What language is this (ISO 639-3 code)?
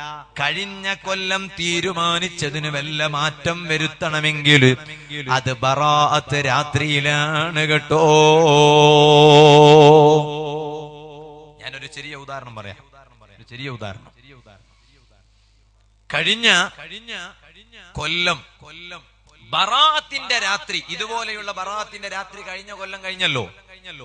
mal